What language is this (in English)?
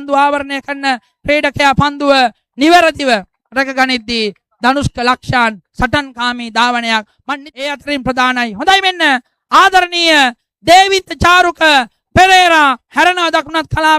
Sinhala